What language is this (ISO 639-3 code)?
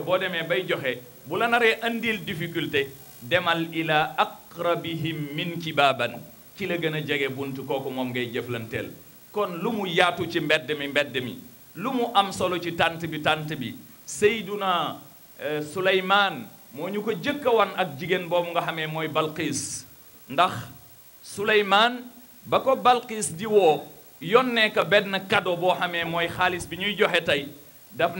wol